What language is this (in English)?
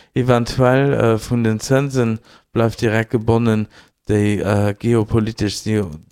Luxembourgish